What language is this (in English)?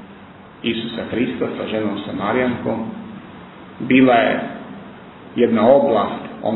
Serbian